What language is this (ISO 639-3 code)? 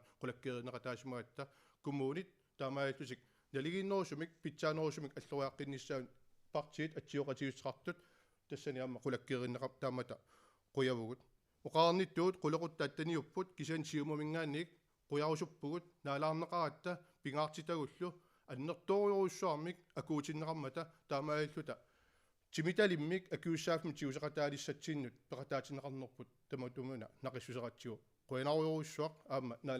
kal